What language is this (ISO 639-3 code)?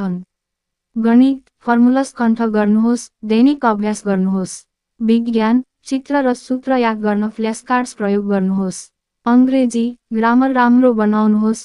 nep